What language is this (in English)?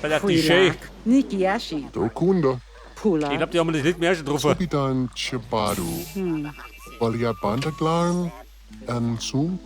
Bavarian